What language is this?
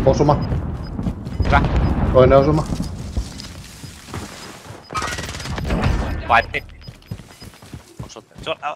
Finnish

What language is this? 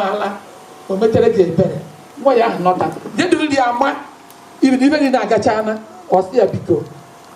Igbo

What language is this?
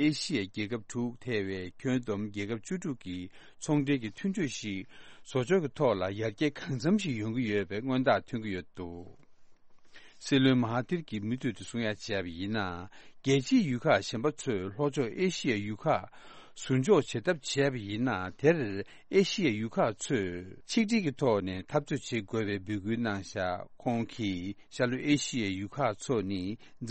Tibetan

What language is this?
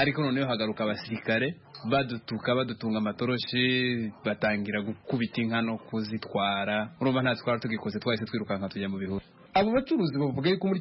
Kinyarwanda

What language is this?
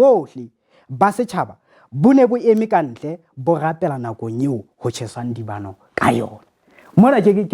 Southern Sotho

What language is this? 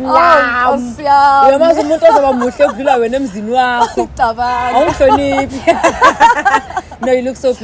Zulu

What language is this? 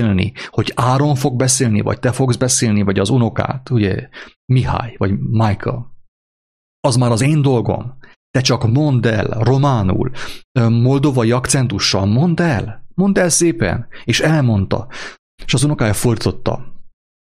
Hungarian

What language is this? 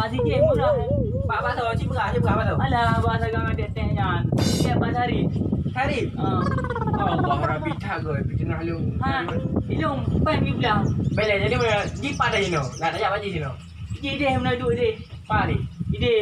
Achinese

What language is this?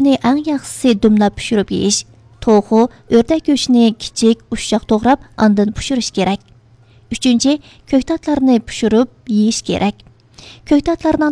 Uyghur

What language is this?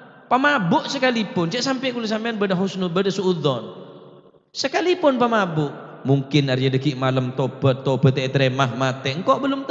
Madurese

